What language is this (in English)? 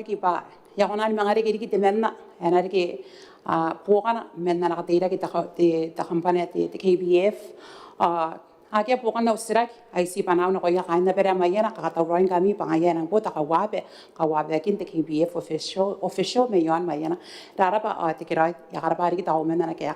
Gilbertese